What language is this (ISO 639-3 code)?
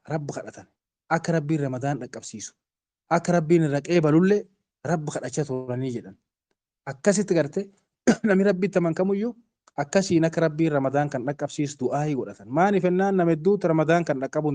orm